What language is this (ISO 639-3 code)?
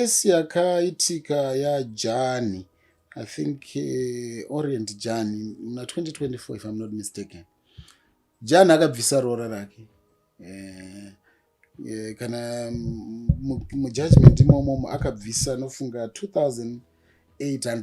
sna